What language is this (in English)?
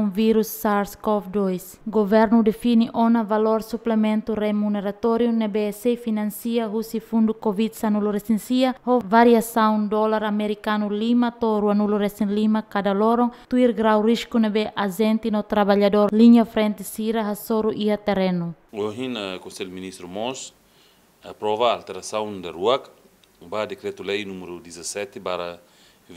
Tetum